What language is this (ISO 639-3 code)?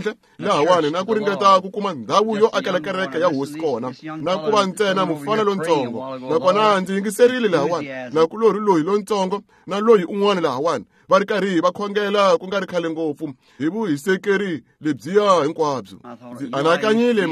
tso